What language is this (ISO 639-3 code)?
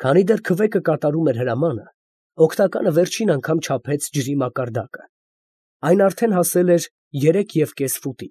hye